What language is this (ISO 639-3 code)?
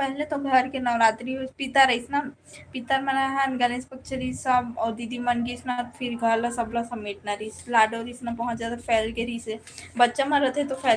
hne